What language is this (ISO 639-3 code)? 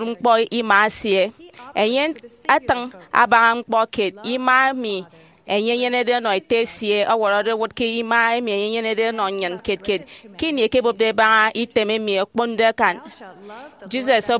efi